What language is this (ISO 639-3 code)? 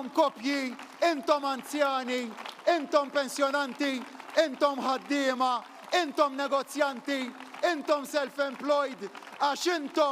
mlt